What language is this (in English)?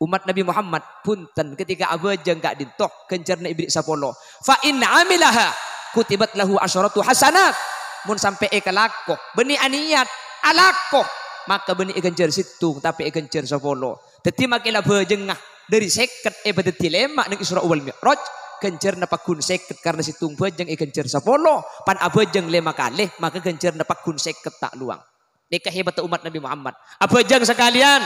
Madurese